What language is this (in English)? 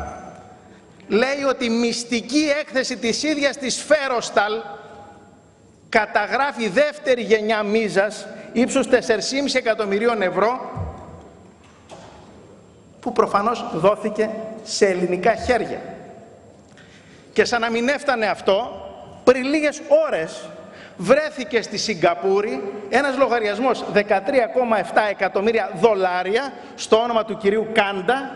Greek